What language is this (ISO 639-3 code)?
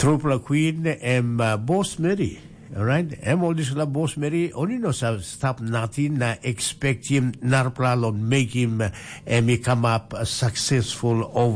tpi